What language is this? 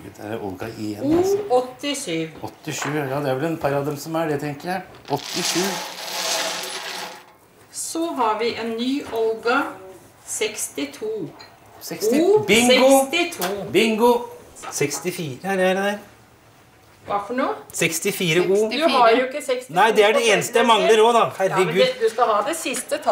Norwegian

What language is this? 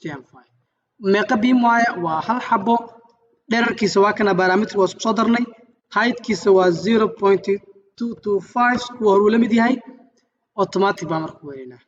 Somali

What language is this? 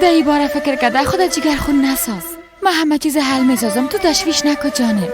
Persian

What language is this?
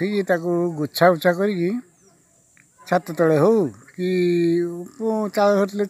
Odia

